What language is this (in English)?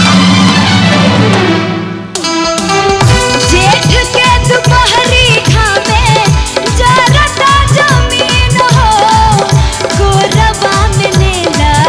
Bhojpuri